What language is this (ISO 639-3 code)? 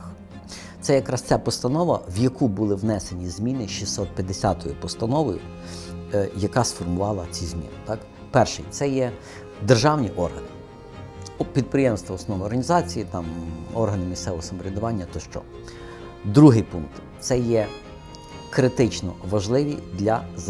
ukr